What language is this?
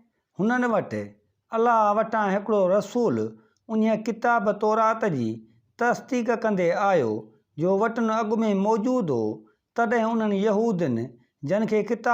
Sindhi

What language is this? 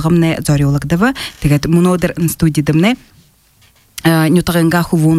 Buriat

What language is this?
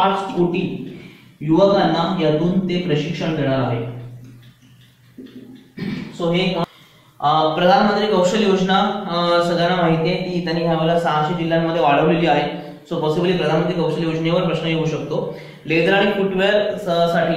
Marathi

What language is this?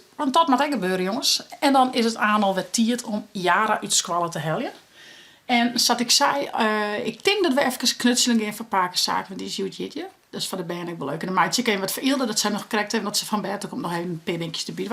Western Frisian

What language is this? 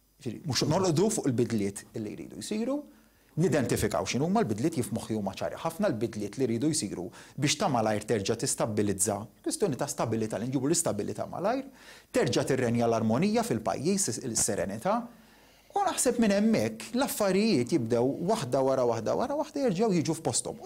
Maltese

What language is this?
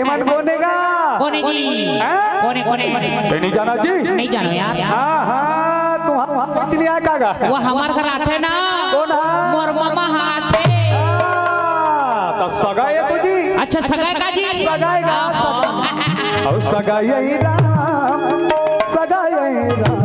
Chhattisgarhi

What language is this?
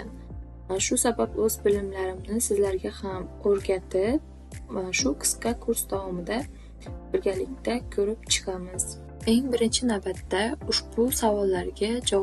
Uzbek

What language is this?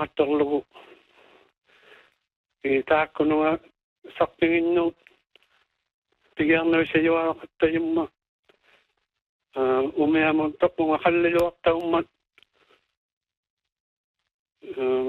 Filipino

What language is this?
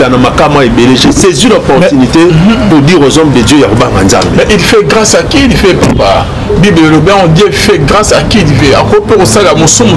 Lingala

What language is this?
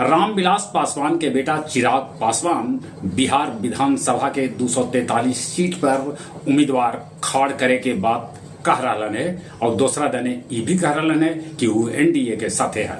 Magahi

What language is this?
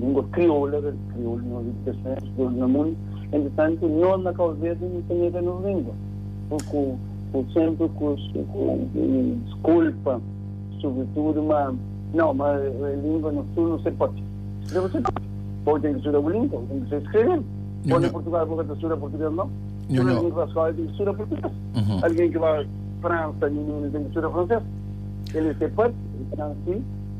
Kabuverdianu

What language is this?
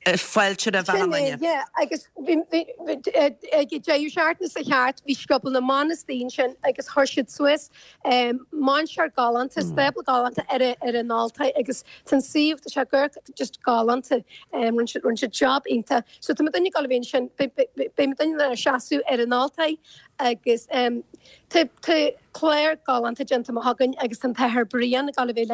Irish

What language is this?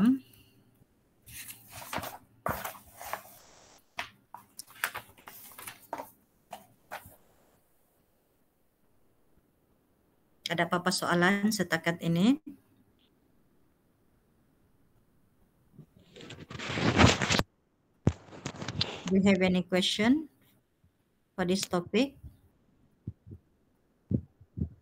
Malay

